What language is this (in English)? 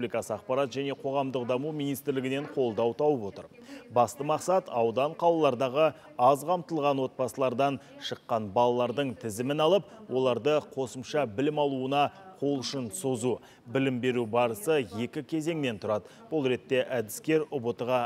Kazakh